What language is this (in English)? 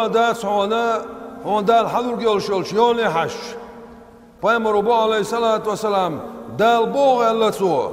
Chechen